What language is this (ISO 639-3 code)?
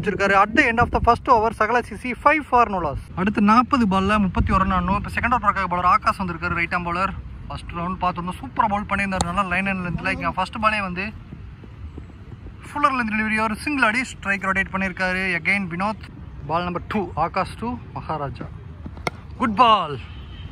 tam